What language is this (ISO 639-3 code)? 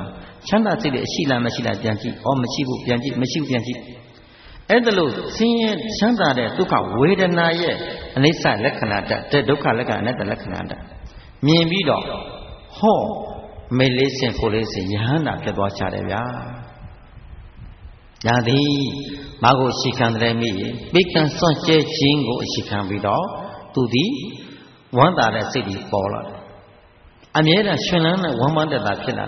mya